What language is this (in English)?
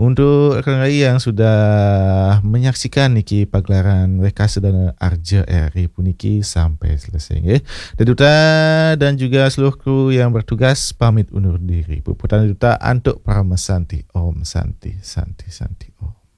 Balinese